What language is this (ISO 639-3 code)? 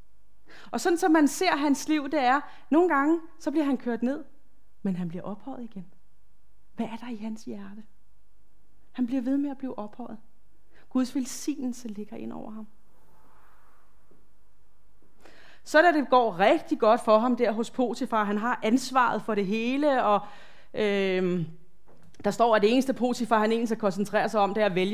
dan